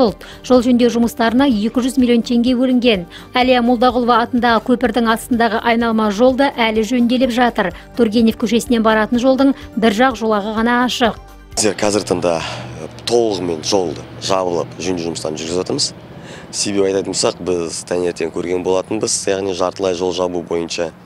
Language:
Kazakh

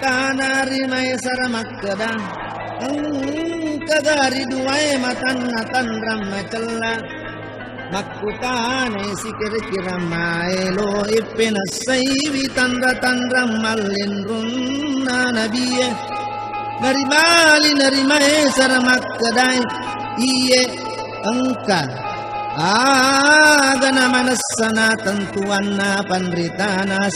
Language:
Buginese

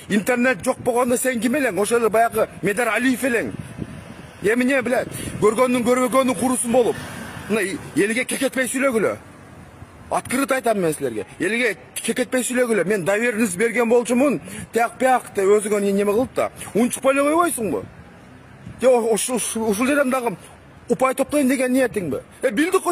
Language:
Kyrgyz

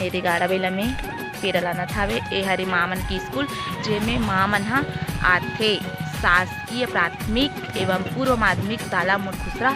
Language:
Chhattisgarhi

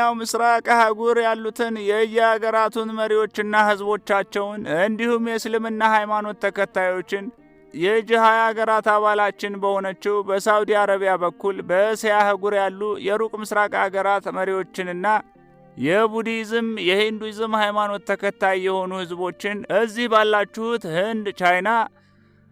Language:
Amharic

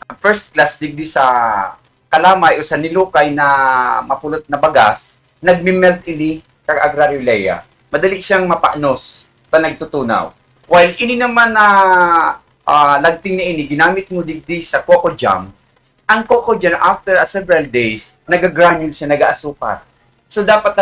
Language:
Bikol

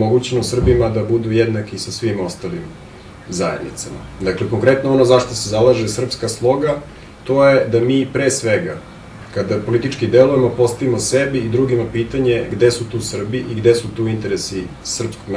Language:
Bosnian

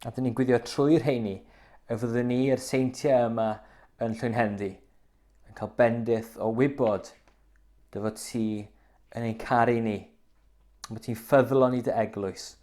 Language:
Welsh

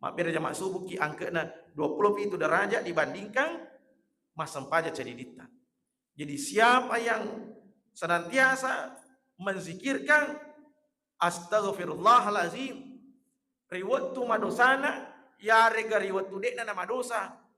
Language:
Buginese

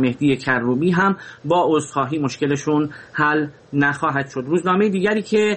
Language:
Persian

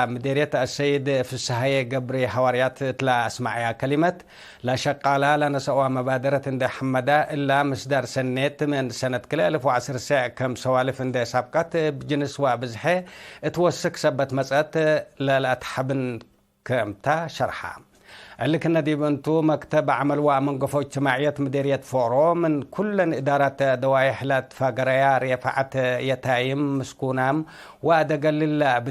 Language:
Tigre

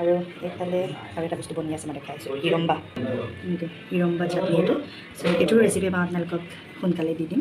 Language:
Assamese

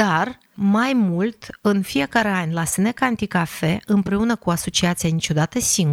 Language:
Romanian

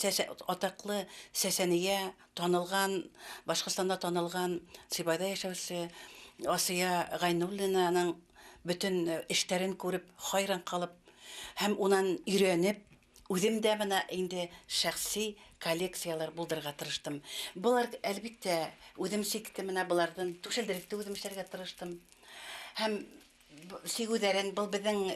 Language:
Bashkir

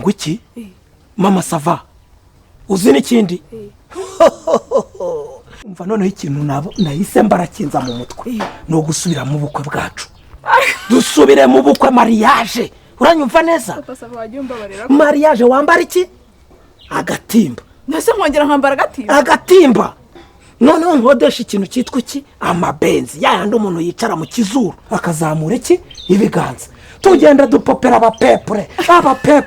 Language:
Kinyarwanda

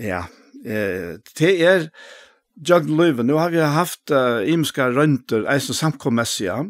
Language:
Faroese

